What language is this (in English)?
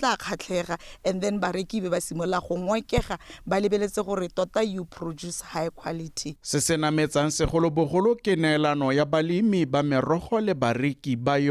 Tswana